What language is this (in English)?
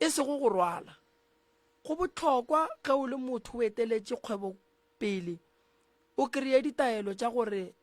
Northern Sotho